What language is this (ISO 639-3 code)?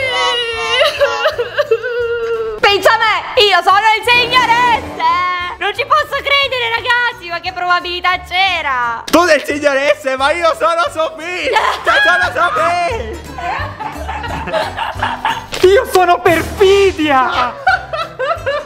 ita